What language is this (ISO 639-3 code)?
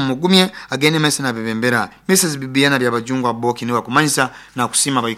nyo